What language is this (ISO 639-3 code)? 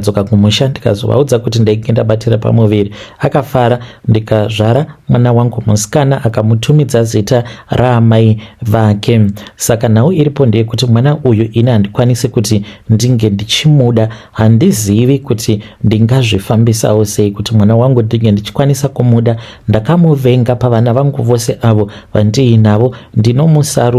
sna